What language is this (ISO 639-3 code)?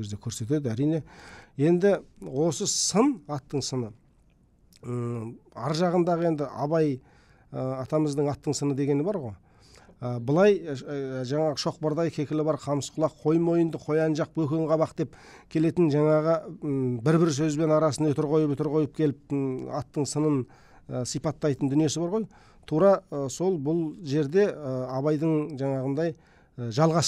kaz